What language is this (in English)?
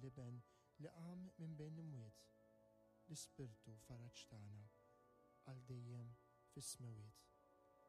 Maltese